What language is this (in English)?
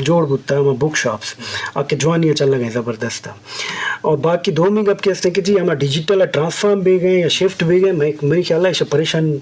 Eastern Balochi